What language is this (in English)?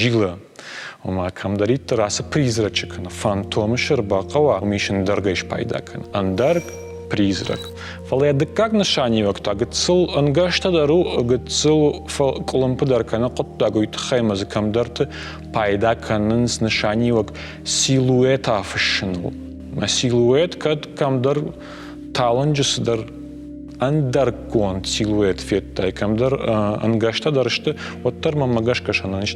Ossetic